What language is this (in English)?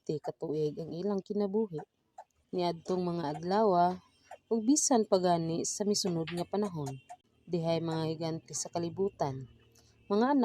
Cebuano